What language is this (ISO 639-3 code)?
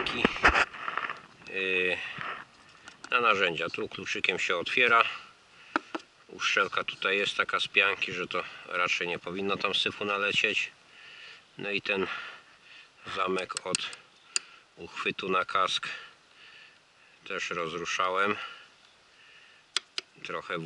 pol